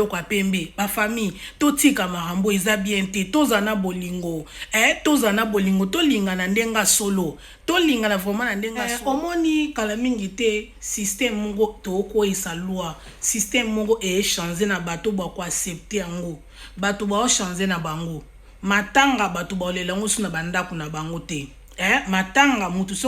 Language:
Lingala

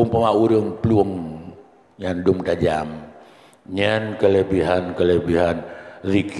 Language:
Achinese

